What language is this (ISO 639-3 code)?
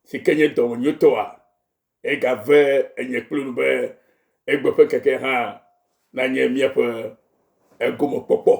ewe